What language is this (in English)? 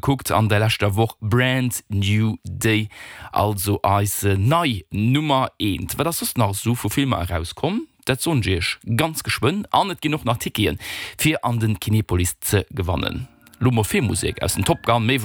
Luxembourgish